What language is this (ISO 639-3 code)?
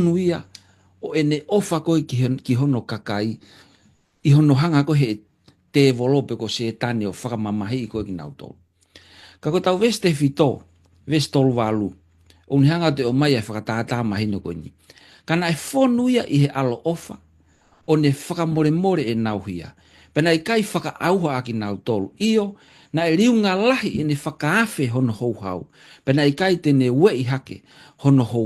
ton